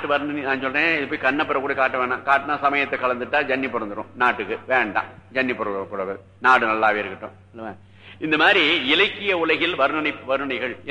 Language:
Tamil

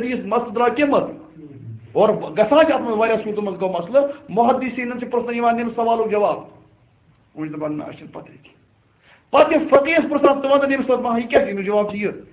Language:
Kashmiri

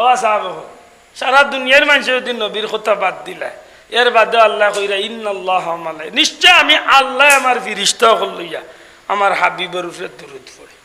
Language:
Sylheti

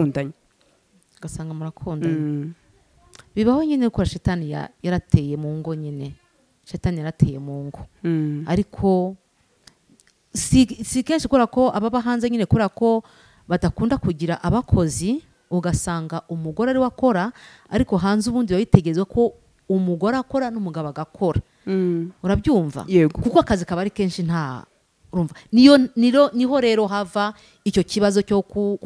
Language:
Kinyarwanda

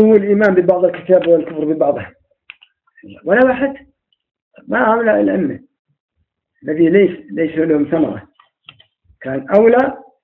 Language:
Arabic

